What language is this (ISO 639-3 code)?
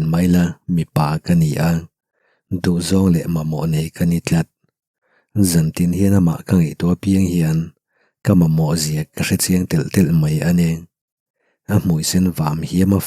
lus